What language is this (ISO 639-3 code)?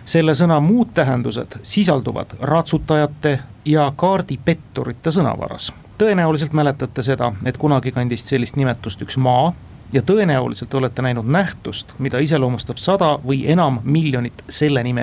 est